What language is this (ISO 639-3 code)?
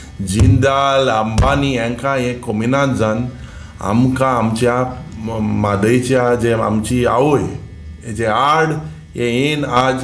kok